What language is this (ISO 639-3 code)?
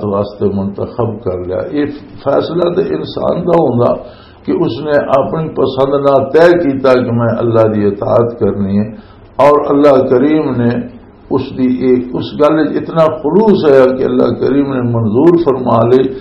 lah